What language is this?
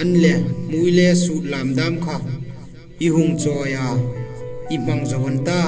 Hmar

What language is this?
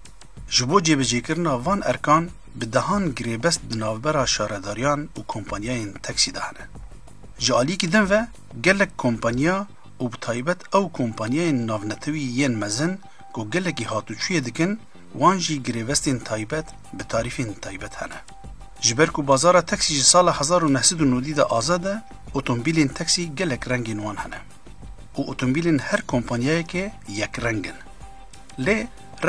Kurdish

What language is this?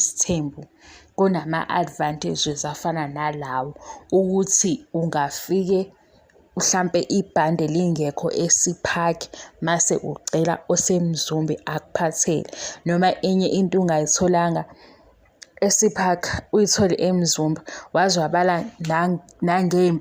Zulu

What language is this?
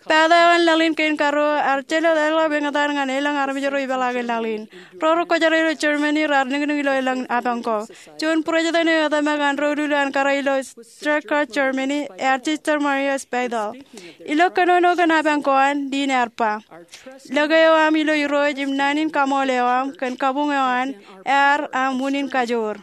Marshallese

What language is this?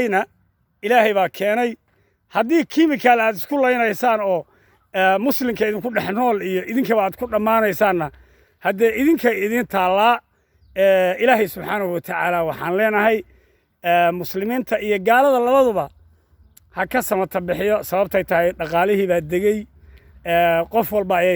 Somali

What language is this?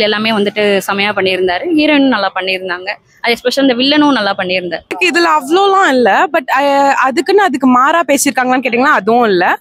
Tamil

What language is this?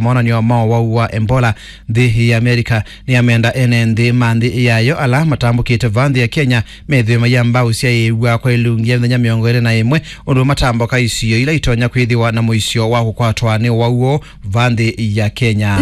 Kamba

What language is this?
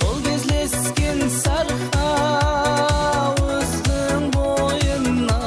Kara-Kalpak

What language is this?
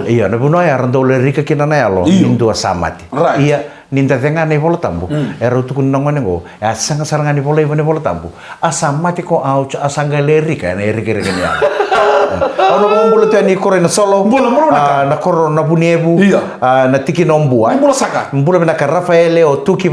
Fijian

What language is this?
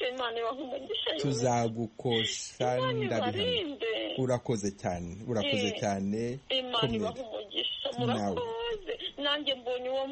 Kinyarwanda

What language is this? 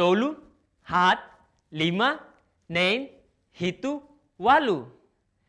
Tetum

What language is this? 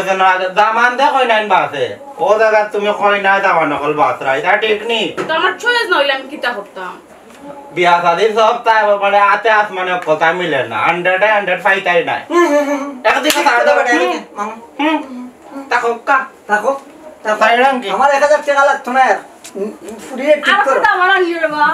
Sylheti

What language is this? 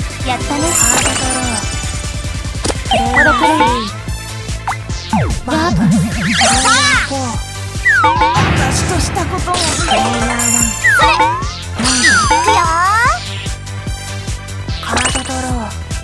Japanese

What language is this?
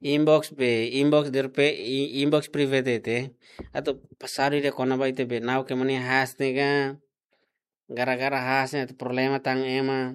Tetum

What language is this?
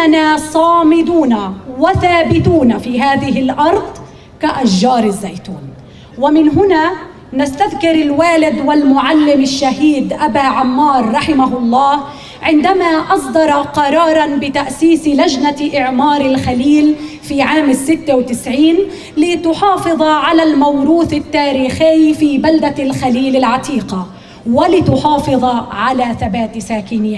Arabic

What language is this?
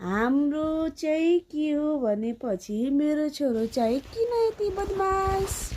Nepali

